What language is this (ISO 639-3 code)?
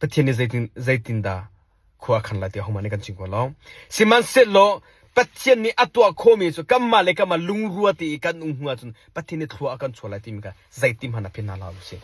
cnh